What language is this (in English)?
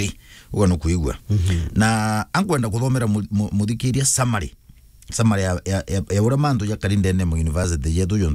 Meru